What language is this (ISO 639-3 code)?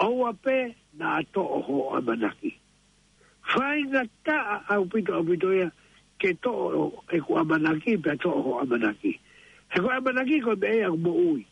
ton